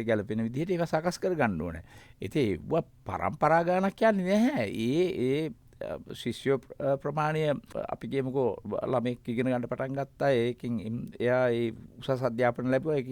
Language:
Sinhala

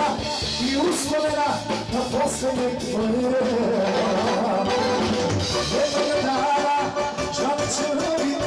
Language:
Serbian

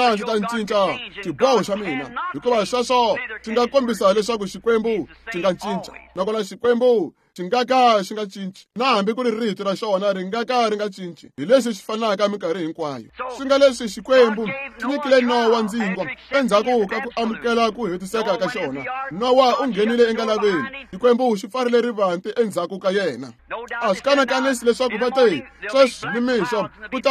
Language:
Tsonga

